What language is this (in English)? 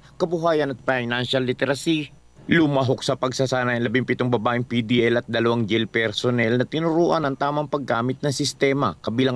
Filipino